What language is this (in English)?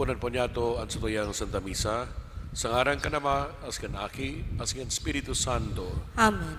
Bikol